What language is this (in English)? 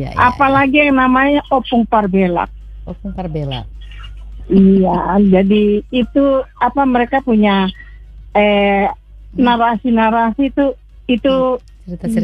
Indonesian